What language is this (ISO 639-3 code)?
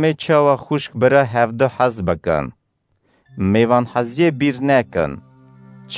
kur